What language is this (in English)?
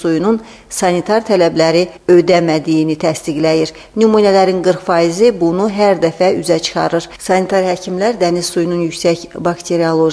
Azerbaijani